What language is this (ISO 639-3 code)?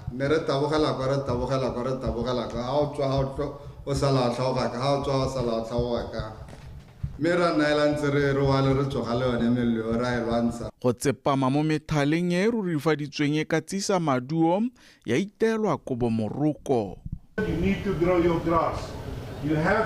tsn